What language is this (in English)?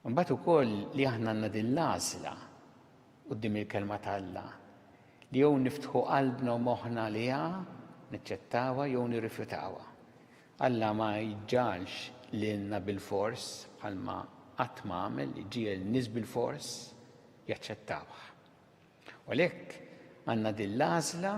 Maltese